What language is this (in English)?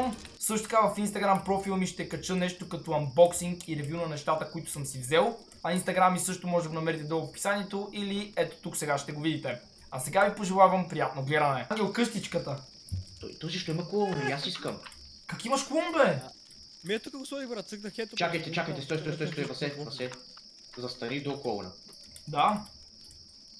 Bulgarian